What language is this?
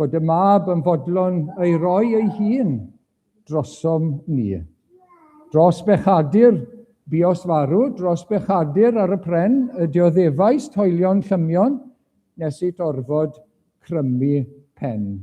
Welsh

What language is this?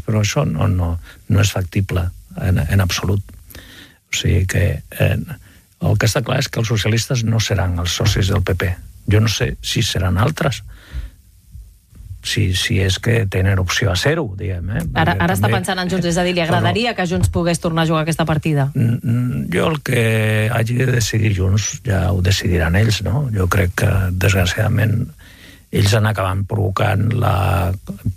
Catalan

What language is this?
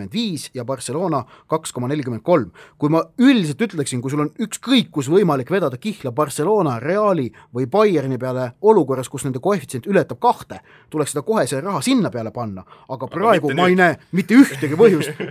Estonian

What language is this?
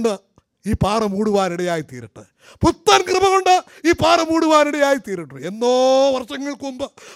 Malayalam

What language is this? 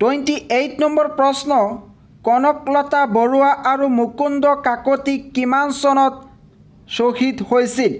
Assamese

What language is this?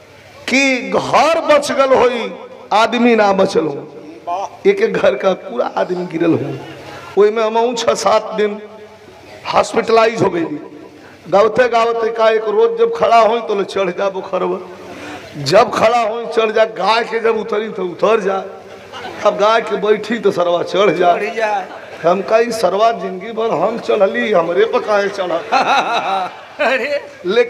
Bhojpuri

